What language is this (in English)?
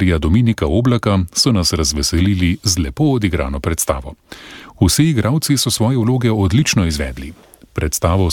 Slovenian